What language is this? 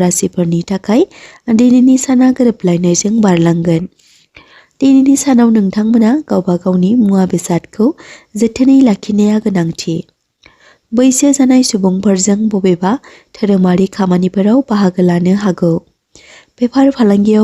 Bodo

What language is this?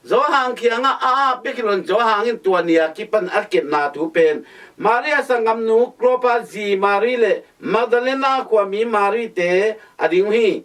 Tedim Chin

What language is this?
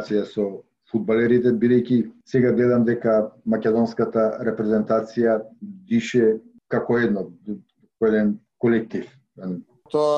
Macedonian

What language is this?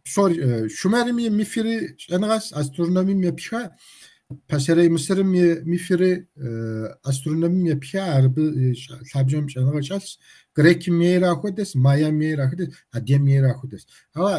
Kabardian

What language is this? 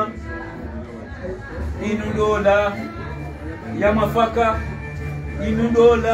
Swahili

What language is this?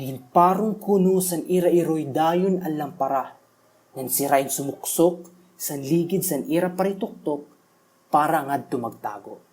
Waray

